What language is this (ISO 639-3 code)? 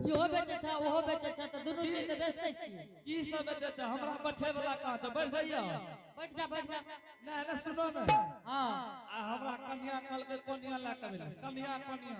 anp